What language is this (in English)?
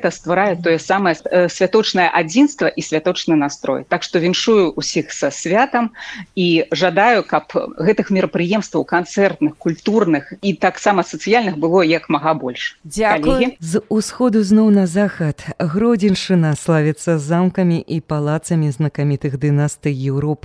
Belarusian